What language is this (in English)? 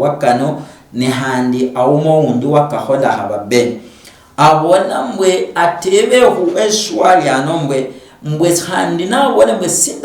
Luyia